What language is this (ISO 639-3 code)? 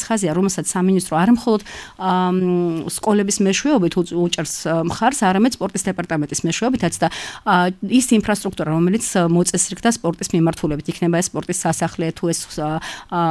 kat